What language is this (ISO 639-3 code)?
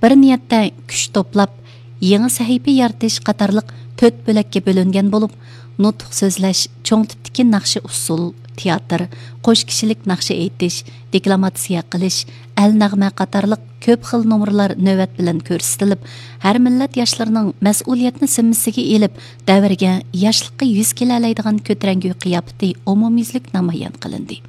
uig